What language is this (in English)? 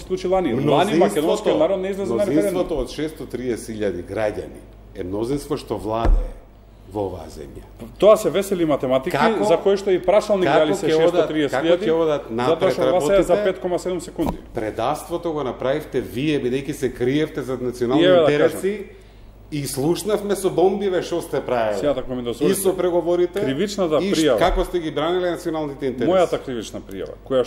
Macedonian